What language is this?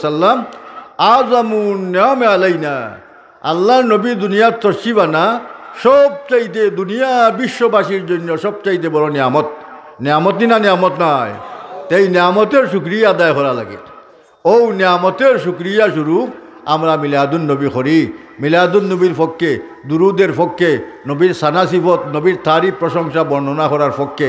Sylheti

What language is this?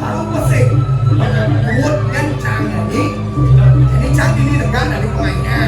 Balinese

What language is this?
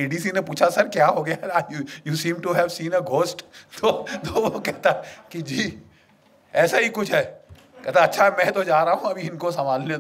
Hindi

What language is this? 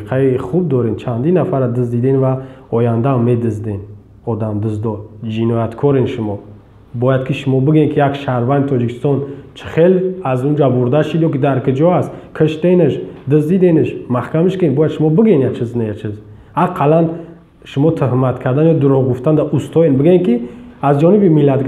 Tajik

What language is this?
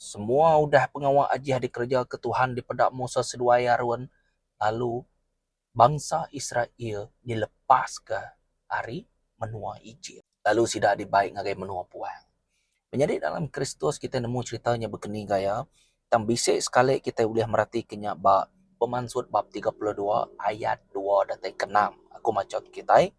Iban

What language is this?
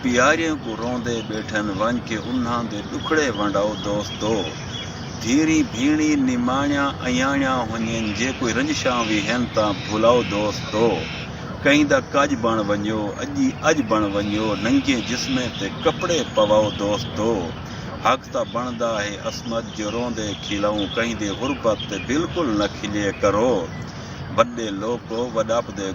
Saraiki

